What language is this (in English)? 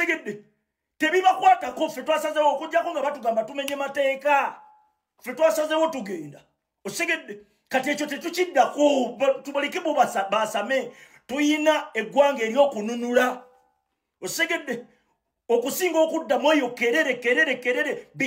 Ganda